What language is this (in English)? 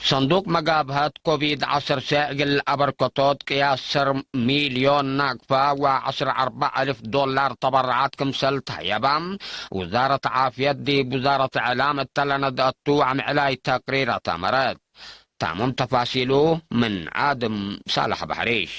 Tigre